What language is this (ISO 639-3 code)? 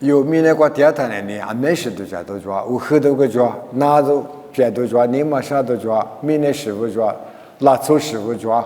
lis